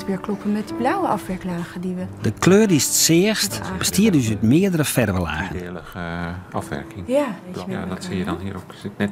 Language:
Western Frisian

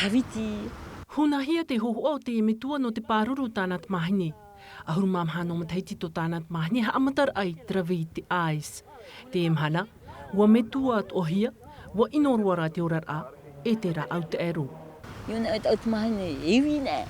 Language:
Tahitian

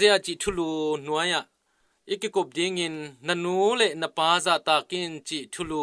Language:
Tedim Chin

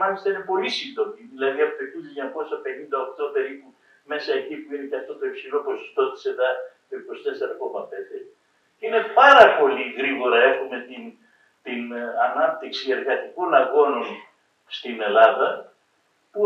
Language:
Greek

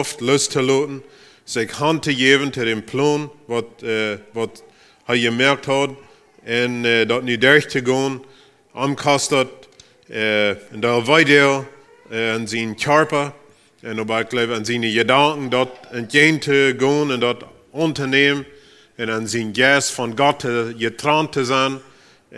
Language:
Plautdietsch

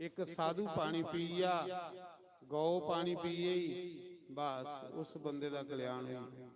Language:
Dogri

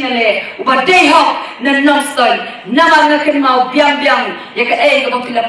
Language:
Khasi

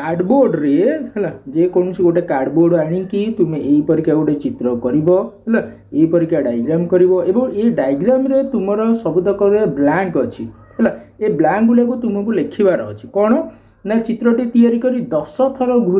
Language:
Odia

